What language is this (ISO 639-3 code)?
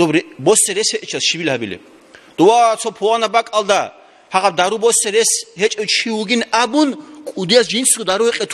ava